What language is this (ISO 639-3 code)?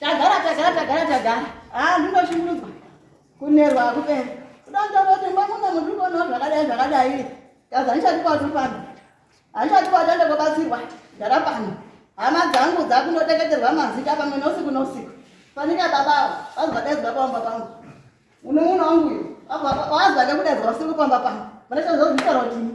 sna